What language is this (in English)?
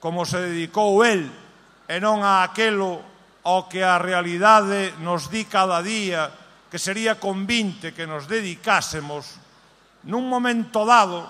Galician